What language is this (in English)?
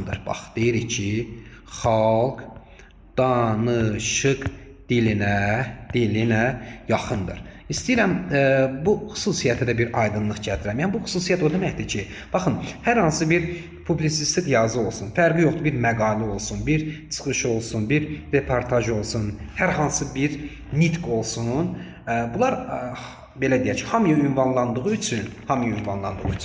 Azerbaijani